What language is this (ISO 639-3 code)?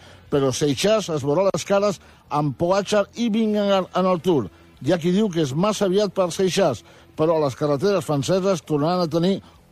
cat